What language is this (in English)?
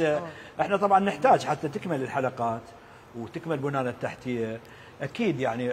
Mesopotamian Arabic